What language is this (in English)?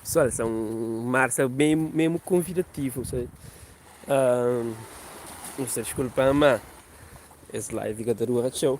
Kabuverdianu